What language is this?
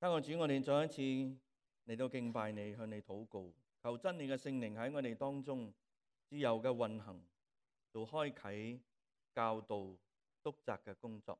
Cantonese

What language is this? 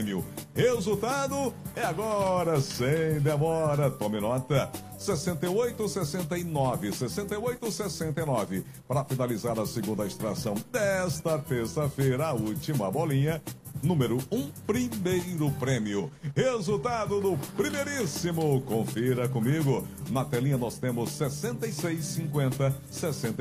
Portuguese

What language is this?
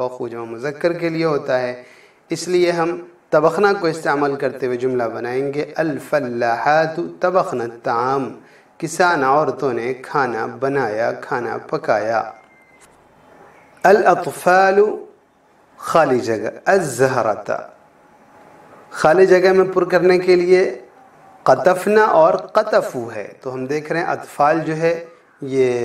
Urdu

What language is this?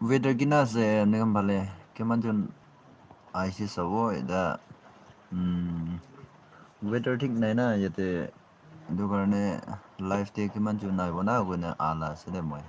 Naga Pidgin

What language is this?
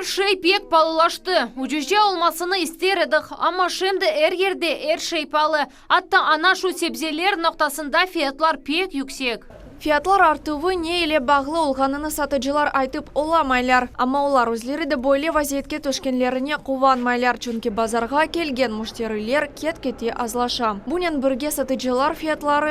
Crimean Tatar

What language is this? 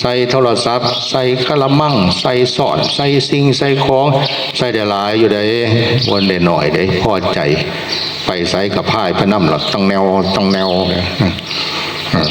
Northeastern Thai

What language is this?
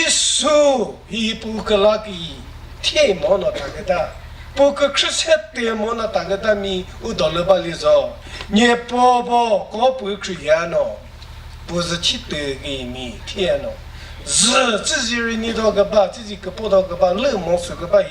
Chokri Naga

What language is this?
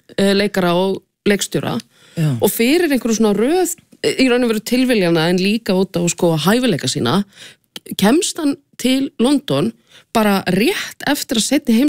Icelandic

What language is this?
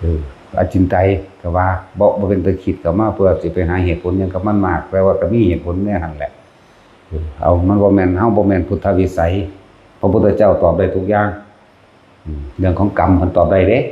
Northeastern Thai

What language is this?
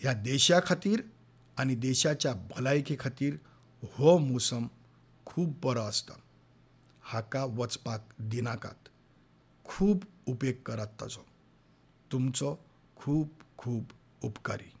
Konkani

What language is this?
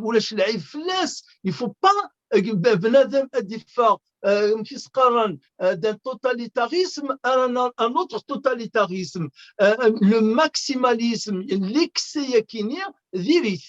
Kabyle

